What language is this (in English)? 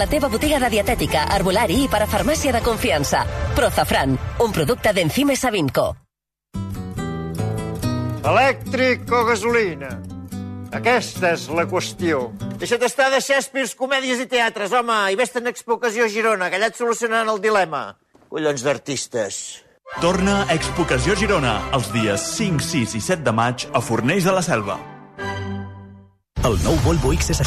Catalan